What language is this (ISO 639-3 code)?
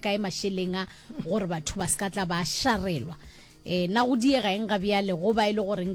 nso